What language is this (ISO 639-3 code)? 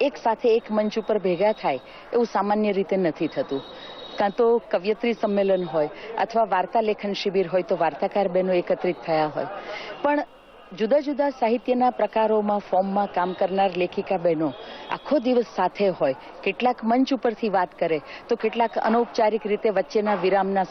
guj